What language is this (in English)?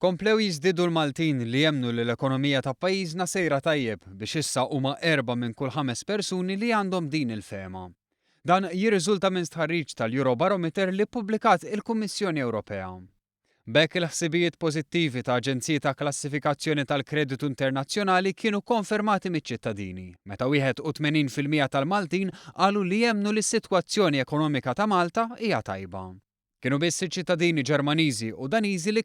Maltese